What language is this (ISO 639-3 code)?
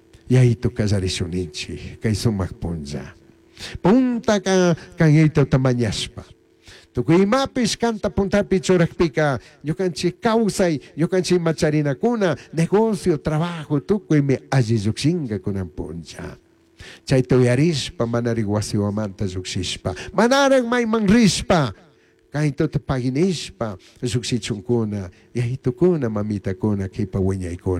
qug